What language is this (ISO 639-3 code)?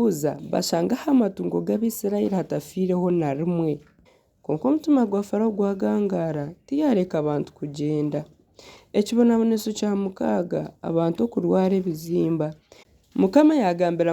nyn